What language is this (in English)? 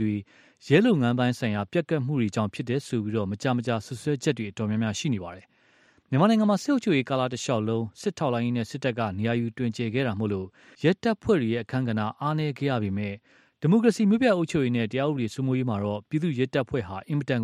Burmese